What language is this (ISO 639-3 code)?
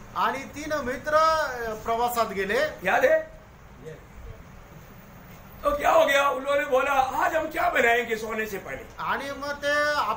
mar